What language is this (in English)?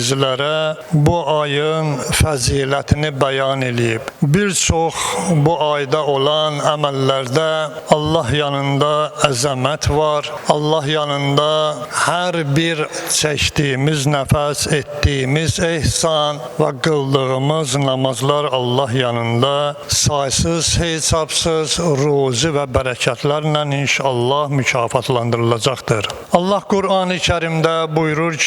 Azerbaijani